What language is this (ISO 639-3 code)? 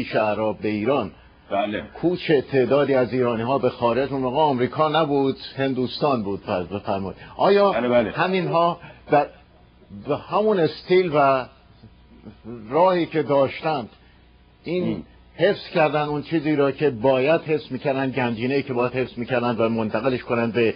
fas